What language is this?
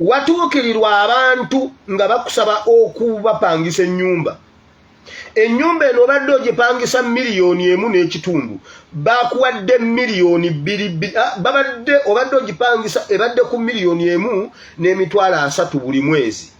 Ganda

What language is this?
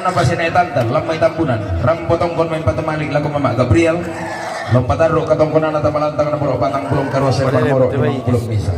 Toraja-Sa'dan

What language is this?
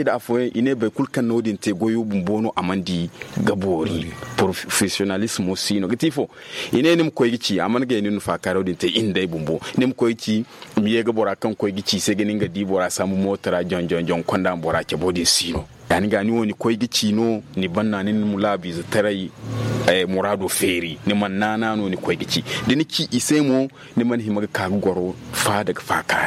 Zarma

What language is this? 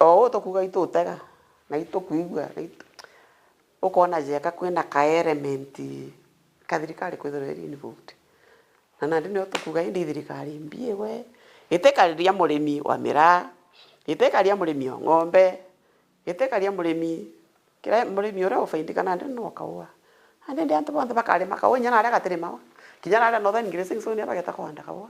Meru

